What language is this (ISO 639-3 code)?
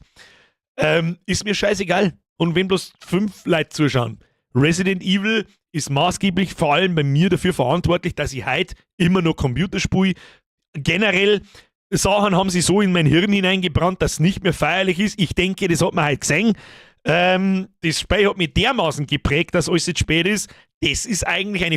bar